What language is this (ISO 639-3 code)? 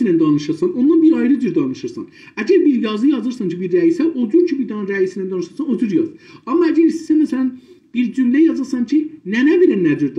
azb